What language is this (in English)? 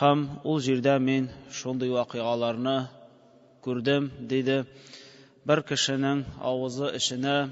Tatar